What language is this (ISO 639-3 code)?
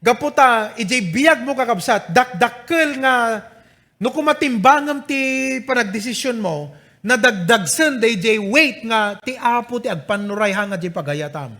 ilo